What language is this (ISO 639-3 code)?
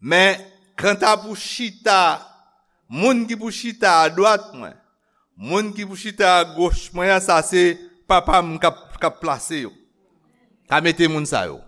hat